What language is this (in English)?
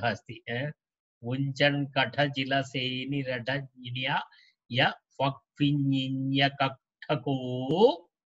Sanskrit